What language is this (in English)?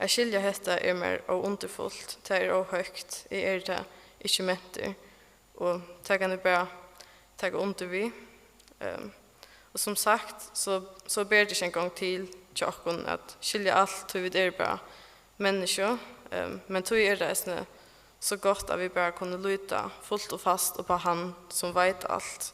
Faroese